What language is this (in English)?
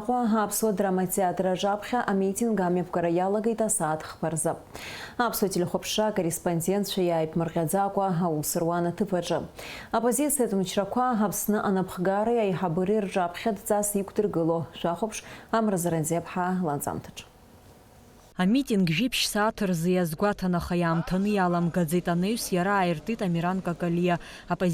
Abkhazian